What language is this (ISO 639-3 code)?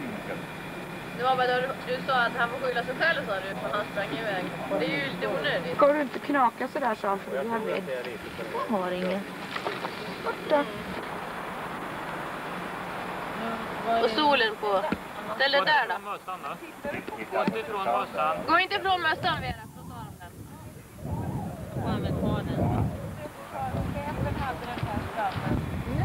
swe